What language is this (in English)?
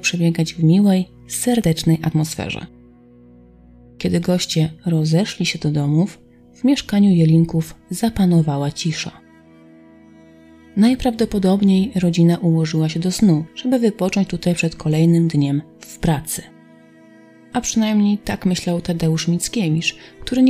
Polish